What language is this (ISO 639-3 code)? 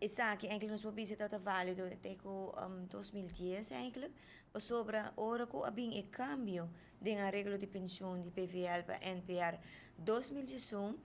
pap